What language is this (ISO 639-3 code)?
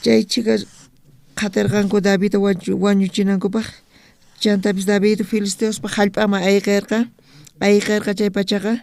quh